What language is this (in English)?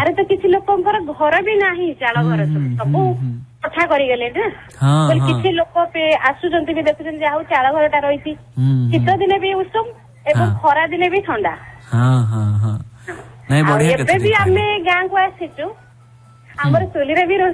Odia